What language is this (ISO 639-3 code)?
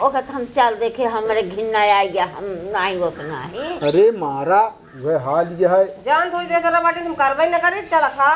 awa